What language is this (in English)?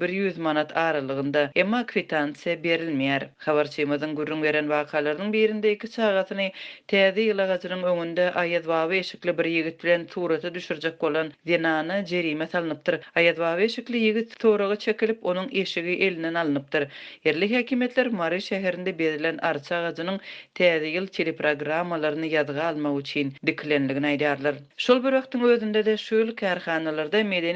Turkmen